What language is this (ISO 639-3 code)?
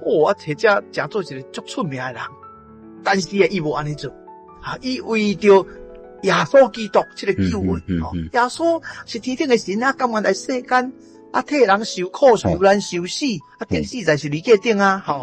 nan